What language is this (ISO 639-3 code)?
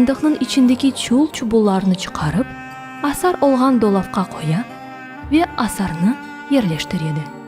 crh